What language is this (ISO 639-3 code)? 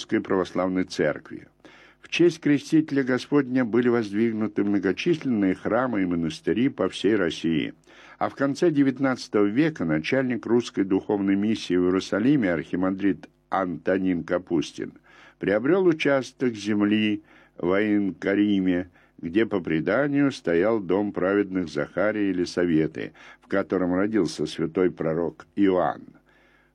rus